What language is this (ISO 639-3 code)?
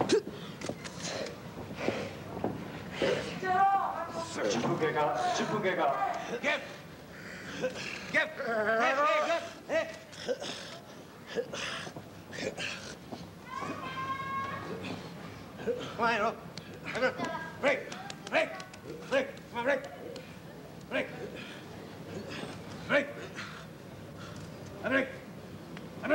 jpn